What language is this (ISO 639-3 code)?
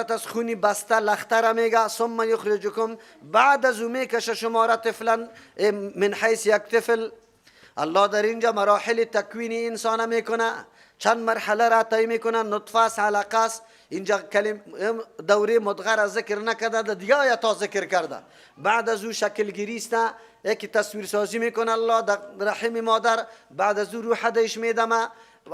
fas